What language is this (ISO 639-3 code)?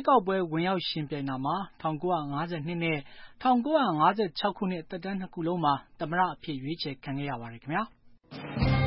mya